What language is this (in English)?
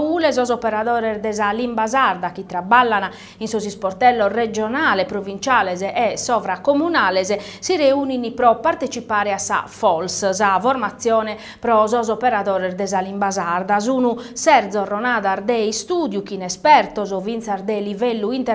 Sardinian